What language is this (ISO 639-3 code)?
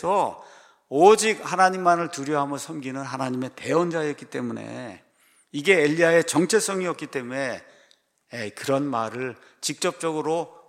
kor